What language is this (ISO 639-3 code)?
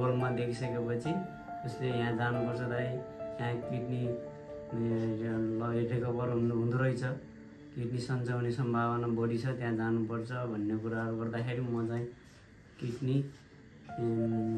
nep